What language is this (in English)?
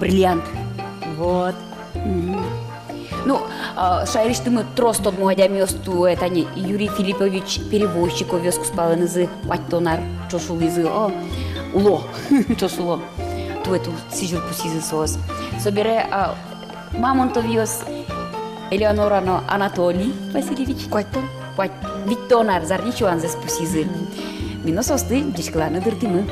Udmurt